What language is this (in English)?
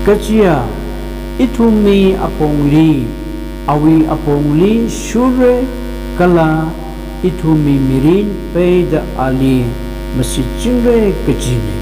Tangkhul Naga (India)